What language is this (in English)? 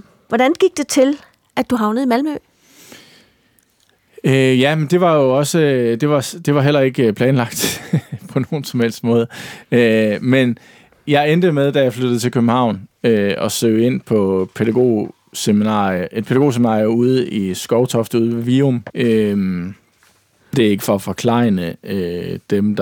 Danish